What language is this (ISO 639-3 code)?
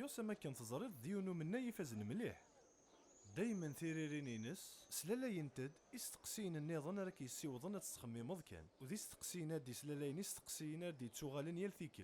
kab